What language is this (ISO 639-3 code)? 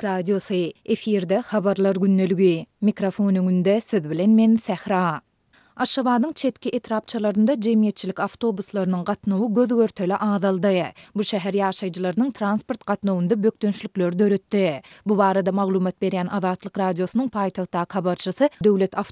tuk